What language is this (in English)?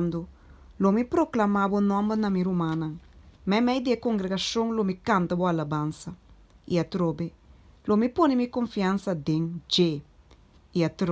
Papiamento